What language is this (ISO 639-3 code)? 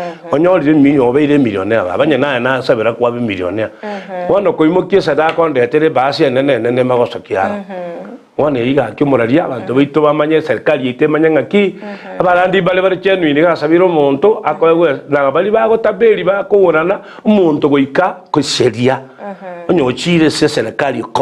guz